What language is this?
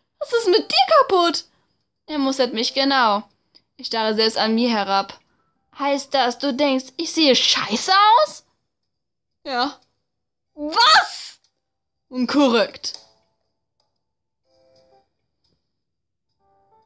German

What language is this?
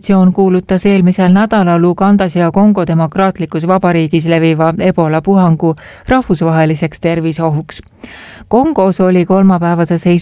Estonian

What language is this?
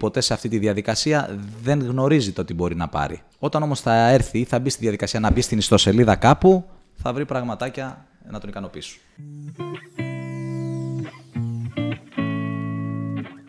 Greek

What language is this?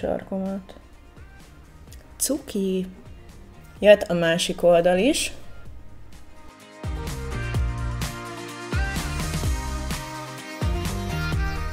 Hungarian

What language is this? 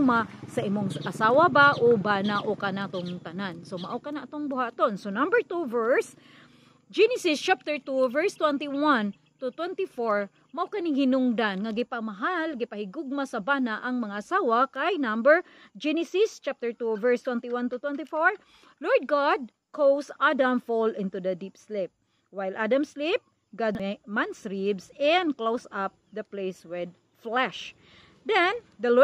Cebuano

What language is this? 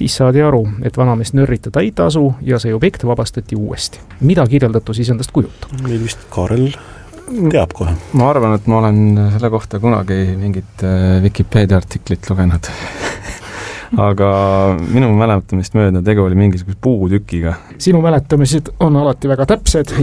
Estonian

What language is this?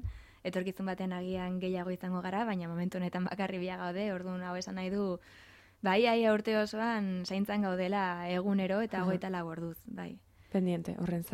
Basque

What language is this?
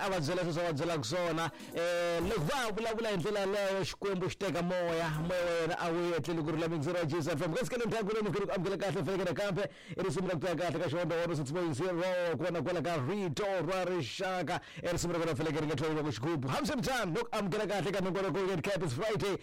Tsonga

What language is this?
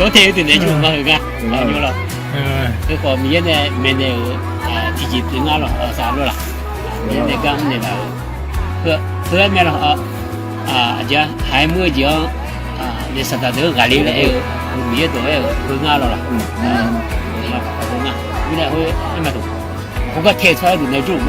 Akha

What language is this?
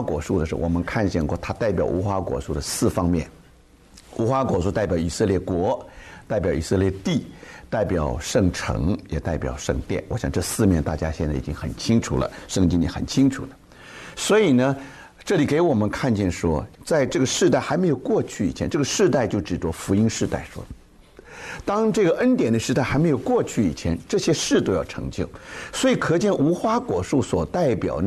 Chinese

